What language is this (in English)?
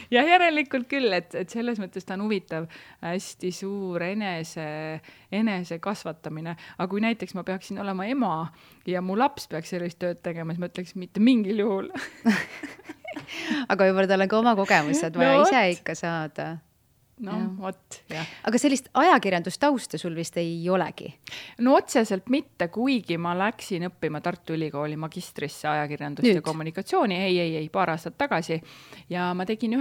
Estonian